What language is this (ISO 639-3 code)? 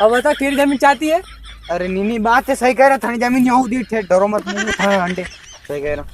raj